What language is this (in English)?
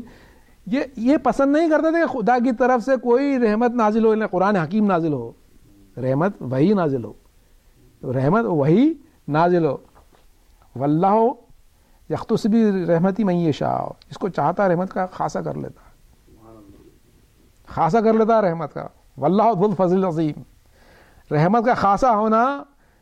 Urdu